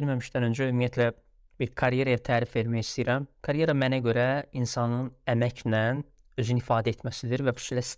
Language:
Azerbaijani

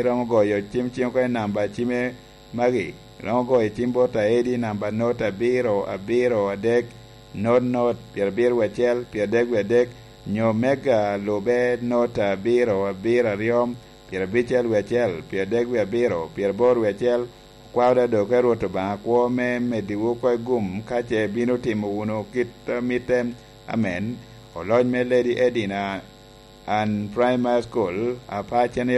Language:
Lango (Uganda)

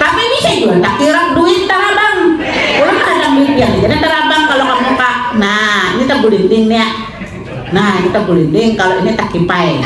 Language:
Banjar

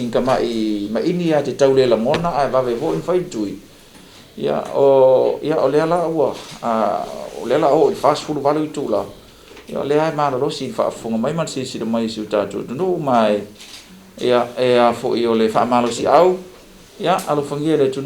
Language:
Samoan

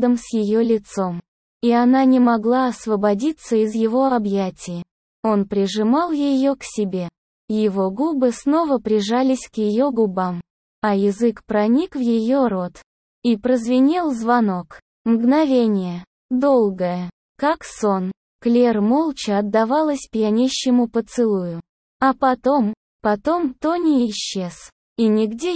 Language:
Russian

